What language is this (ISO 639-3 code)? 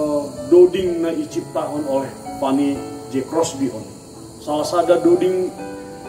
bts